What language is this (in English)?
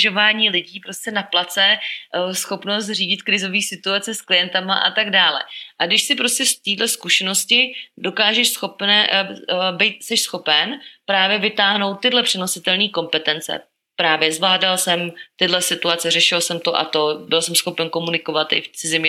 Czech